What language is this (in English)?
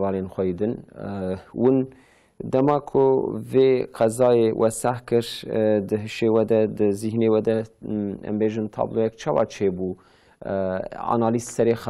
Kurdish